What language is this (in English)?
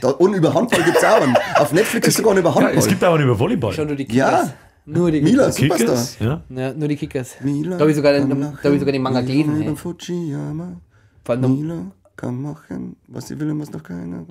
Bavarian